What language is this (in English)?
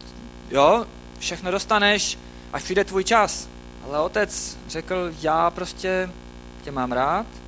Czech